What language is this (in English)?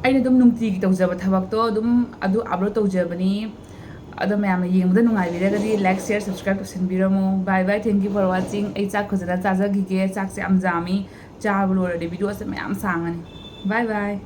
Manipuri